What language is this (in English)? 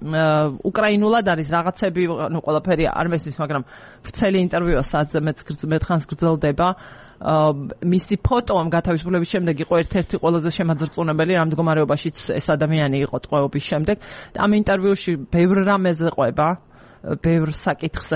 Georgian